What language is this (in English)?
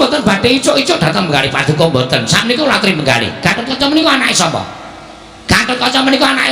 Javanese